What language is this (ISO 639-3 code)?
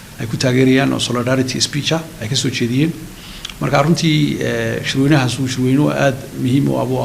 som